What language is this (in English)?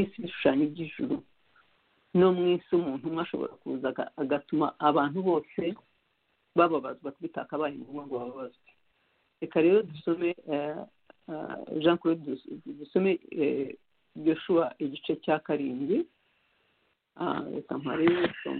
Kinyarwanda